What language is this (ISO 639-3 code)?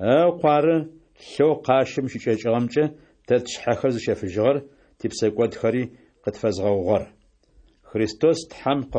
ady